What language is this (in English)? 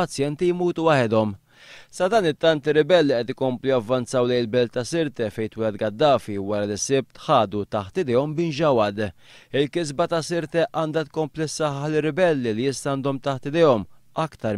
Maltese